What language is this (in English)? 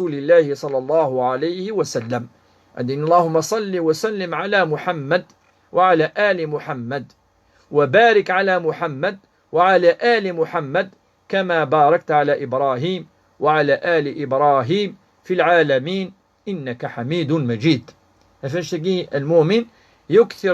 Kabyle